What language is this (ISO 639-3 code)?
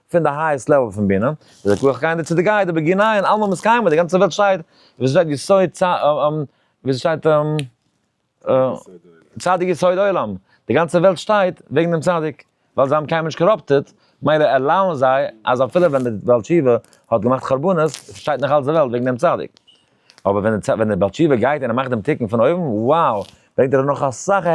yid